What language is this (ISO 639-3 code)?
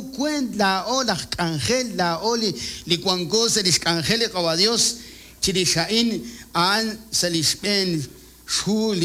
kek